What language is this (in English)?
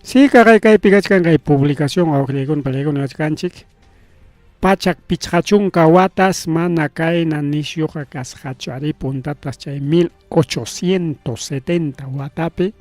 Ayacucho Quechua